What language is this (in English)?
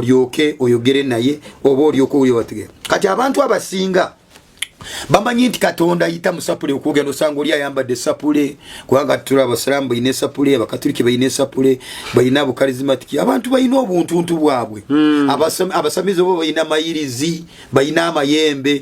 Ganda